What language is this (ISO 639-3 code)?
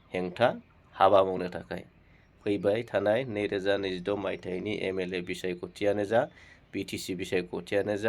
brx